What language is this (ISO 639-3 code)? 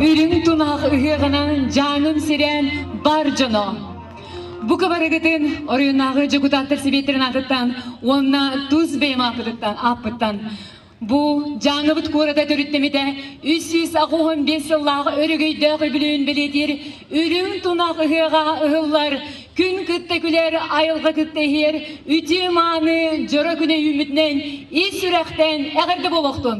sah